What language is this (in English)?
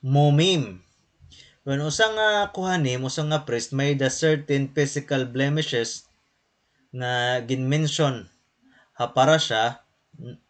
Waray